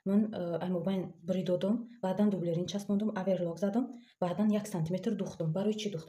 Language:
Tajik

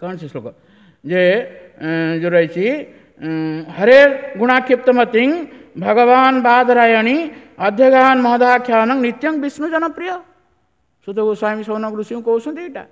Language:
Odia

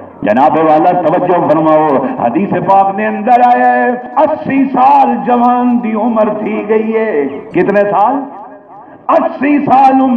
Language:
Saraiki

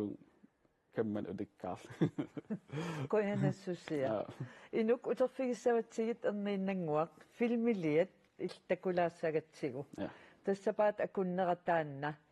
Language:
Kalaallisut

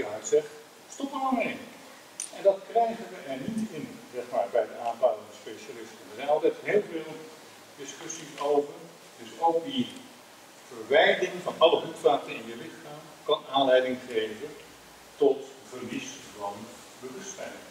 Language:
Dutch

